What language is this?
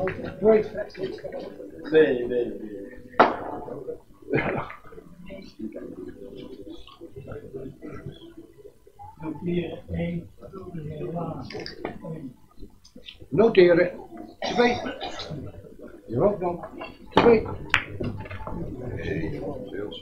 Dutch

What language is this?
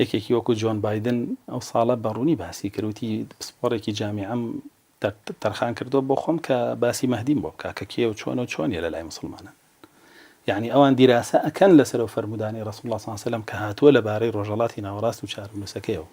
Central Kurdish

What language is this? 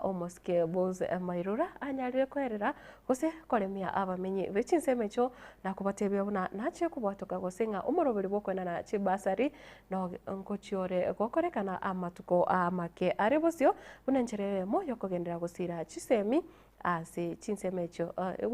Gusii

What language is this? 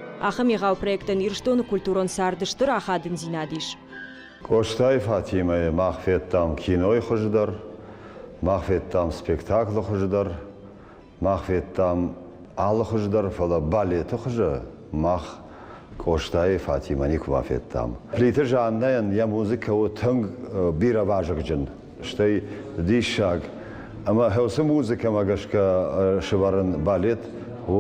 Ossetic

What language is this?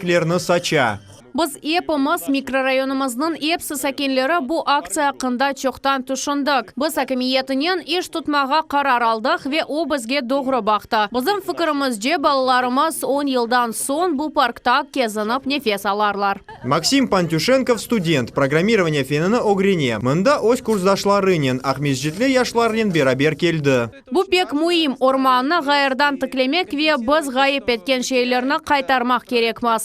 Crimean Tatar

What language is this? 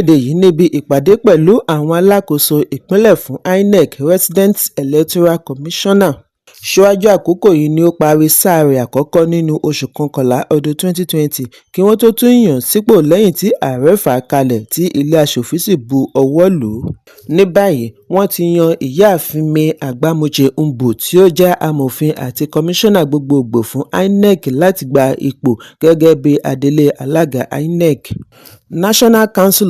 Yoruba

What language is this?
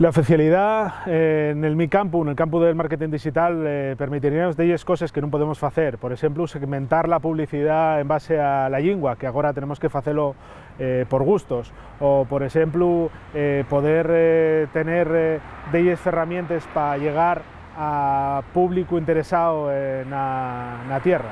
Asturian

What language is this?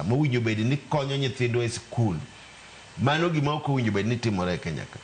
Luo (Kenya and Tanzania)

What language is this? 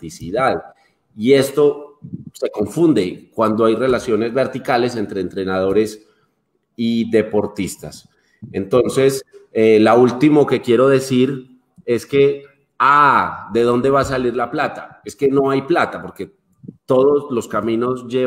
Spanish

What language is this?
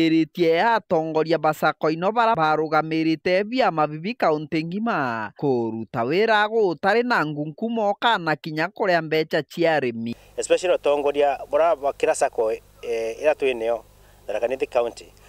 Meru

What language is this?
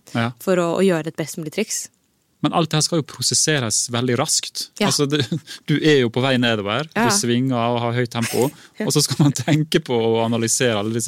Norwegian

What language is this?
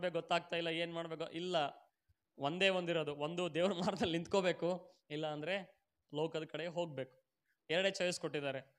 Kannada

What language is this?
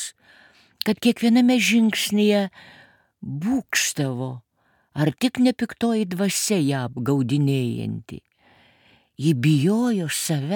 Lithuanian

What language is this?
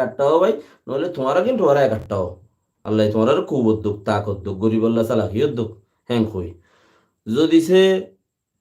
Rohingya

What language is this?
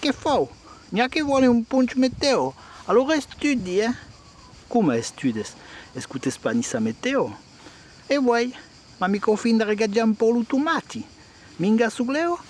Occitan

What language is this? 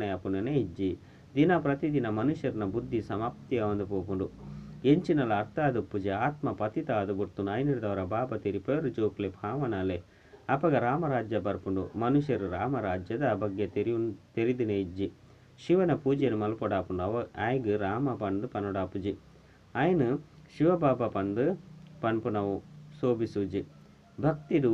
Tulu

